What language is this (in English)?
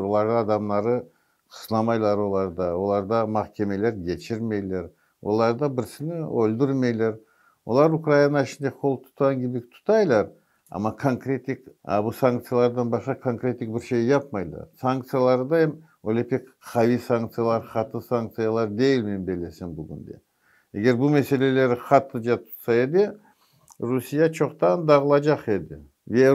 Crimean Tatar